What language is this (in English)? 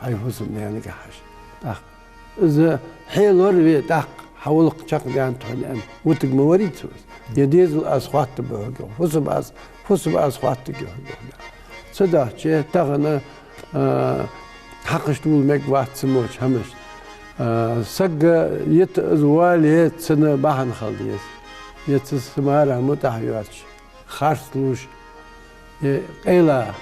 Ingush